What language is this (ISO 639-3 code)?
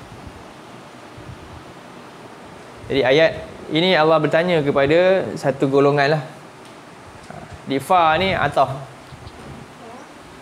msa